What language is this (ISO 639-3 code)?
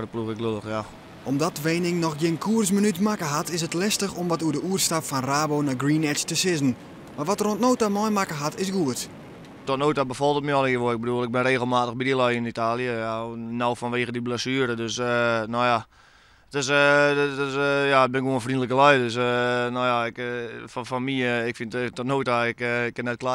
fry